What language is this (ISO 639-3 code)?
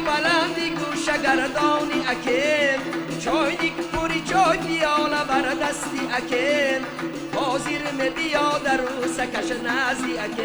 tgk